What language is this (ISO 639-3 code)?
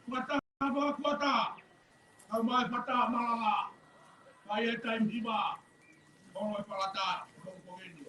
ton